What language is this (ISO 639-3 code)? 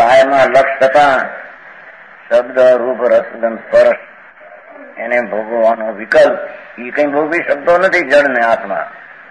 guj